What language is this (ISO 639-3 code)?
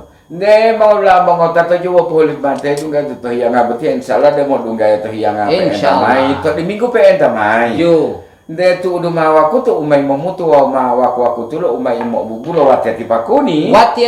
gor